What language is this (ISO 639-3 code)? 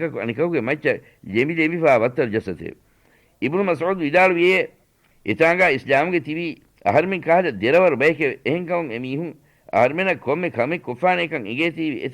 div